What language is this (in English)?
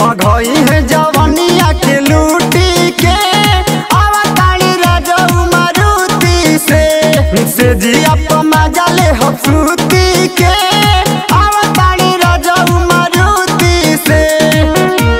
Bhojpuri